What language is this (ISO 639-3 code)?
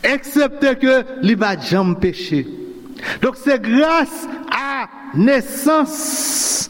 hat